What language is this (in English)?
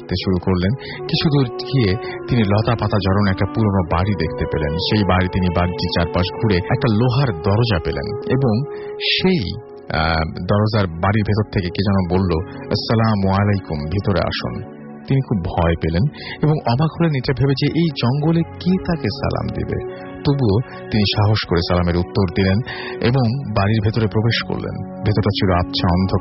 Bangla